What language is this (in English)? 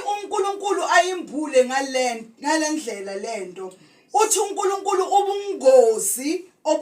Zulu